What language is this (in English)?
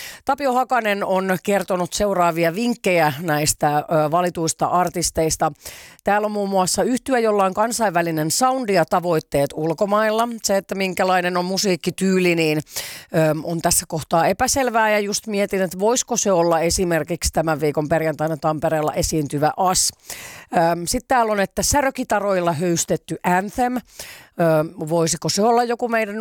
Finnish